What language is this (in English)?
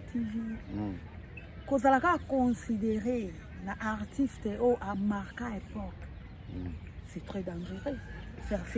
Lingala